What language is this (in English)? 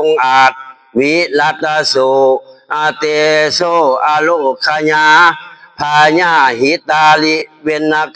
Northeastern Thai